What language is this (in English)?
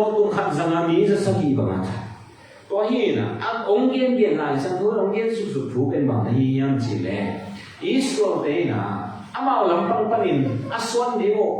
Tedim Chin